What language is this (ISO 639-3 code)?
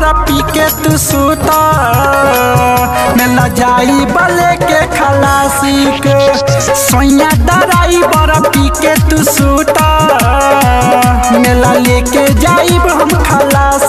bho